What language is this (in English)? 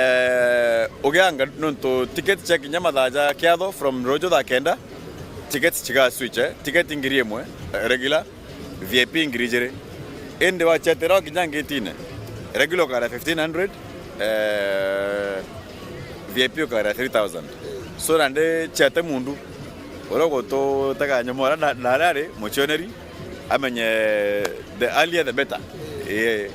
Meru